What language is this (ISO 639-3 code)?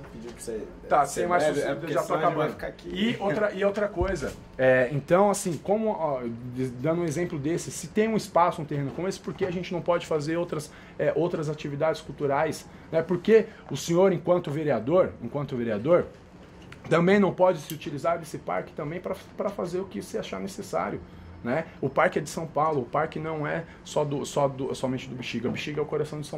por